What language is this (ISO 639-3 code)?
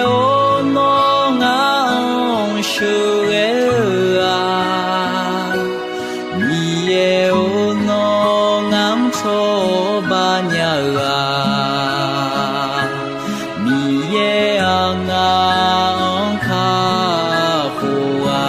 ahk